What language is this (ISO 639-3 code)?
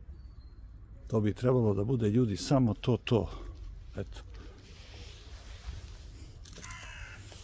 srp